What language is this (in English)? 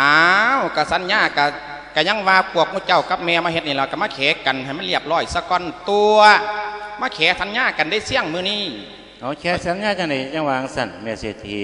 Lao